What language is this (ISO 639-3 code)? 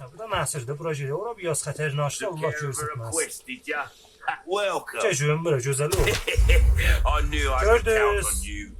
azb